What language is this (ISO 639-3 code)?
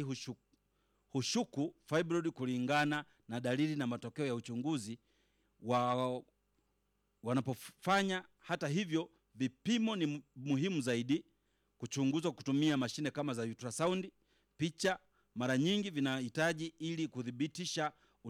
swa